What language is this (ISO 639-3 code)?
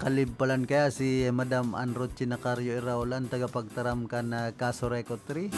bik